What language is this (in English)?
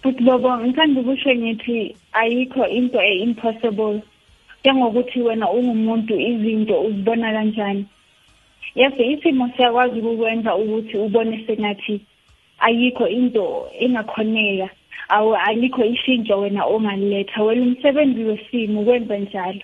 South Ndebele